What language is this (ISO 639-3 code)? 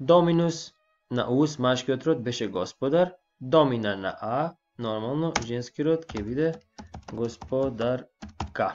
mkd